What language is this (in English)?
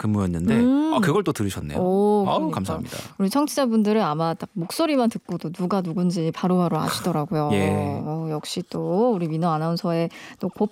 Korean